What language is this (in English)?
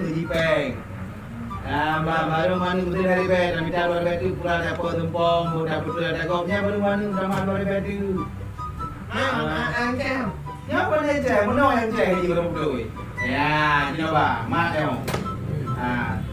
Achinese